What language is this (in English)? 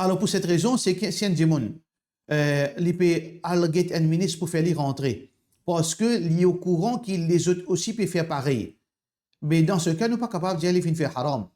Morisyen